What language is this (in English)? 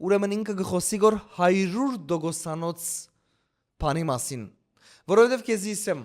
Western Armenian